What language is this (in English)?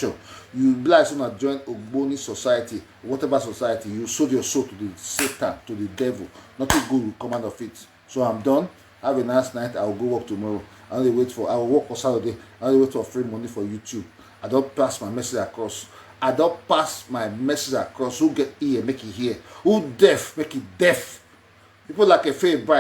Nigerian Pidgin